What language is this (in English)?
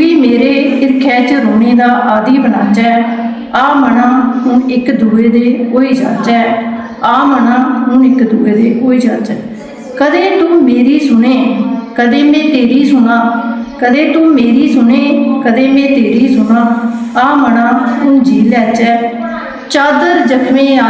Dogri